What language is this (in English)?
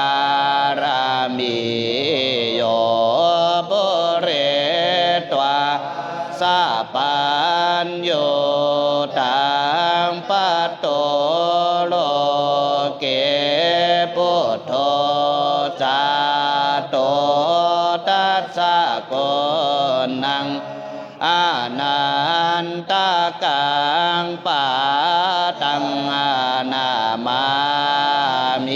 Pali